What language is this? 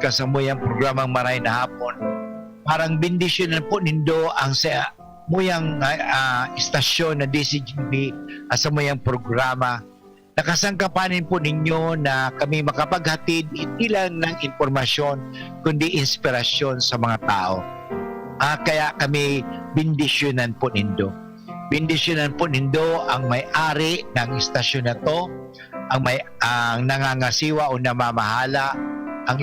Bikol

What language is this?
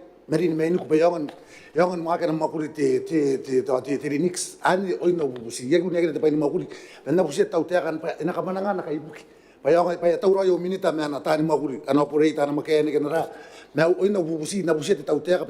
Gilbertese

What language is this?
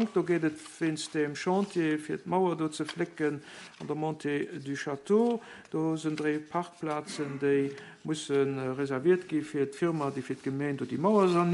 Luxembourgish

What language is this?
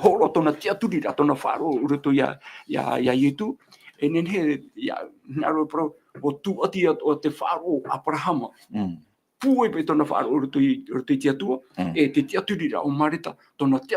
Tahitian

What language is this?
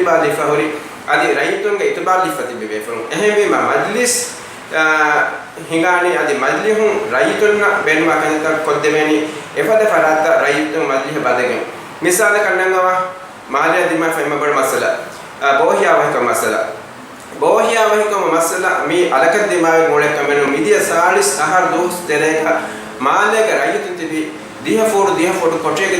Divehi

